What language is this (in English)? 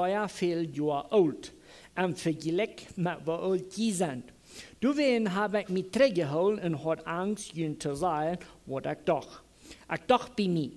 Plautdietsch